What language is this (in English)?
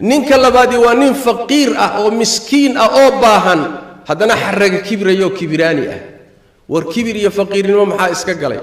Somali